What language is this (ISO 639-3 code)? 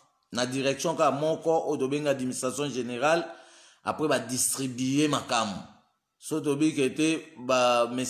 lin